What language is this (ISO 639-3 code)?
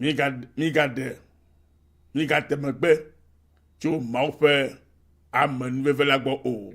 ewe